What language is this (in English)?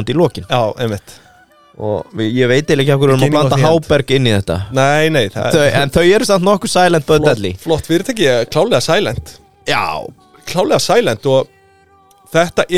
Icelandic